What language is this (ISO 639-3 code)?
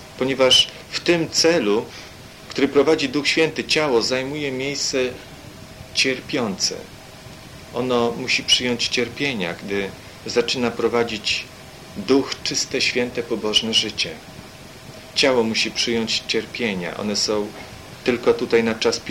pol